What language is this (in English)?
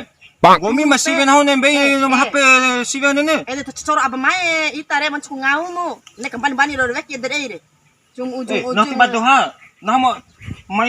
Bima